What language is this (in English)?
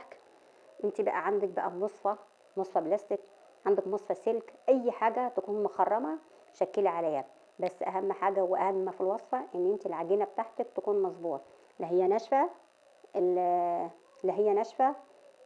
Egyptian Arabic